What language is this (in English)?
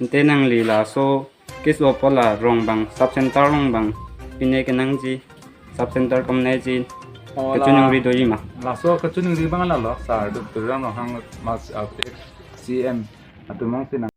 Karbi